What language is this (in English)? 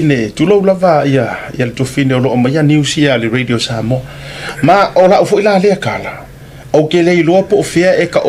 Samoan